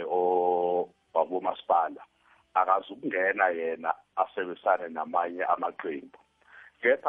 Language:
South Ndebele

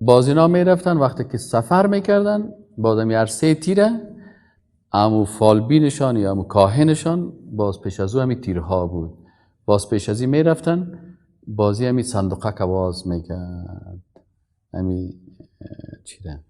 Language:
Persian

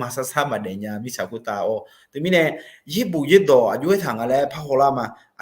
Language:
Akha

